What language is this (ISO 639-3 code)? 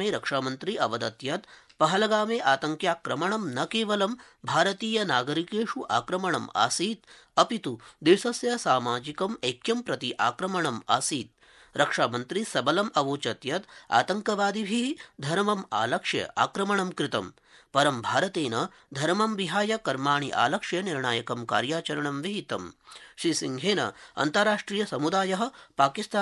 san